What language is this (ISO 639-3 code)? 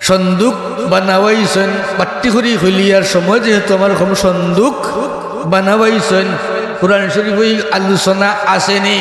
syl